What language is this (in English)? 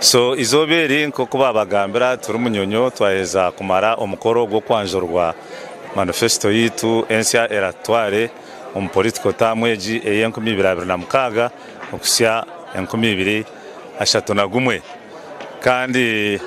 Nyankole